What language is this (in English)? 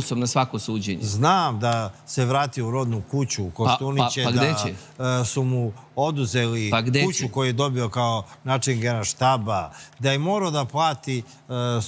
Serbian